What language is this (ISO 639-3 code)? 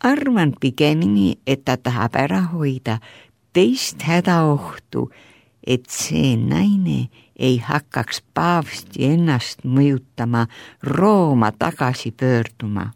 est